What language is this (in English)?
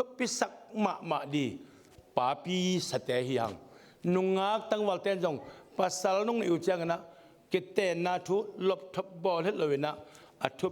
Tedim Chin